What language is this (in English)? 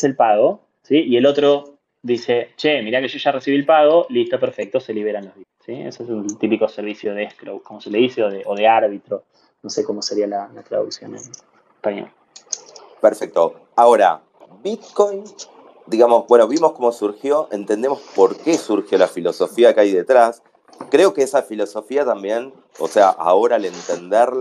Spanish